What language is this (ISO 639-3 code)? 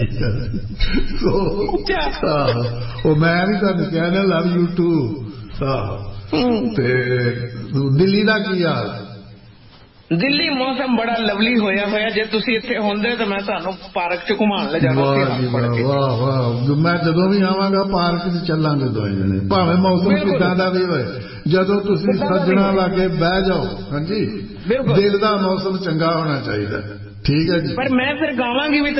pan